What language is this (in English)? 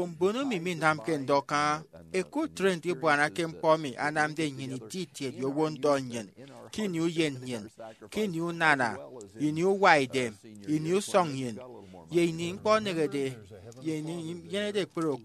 Efik